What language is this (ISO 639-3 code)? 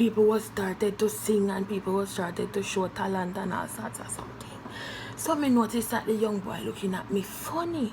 jam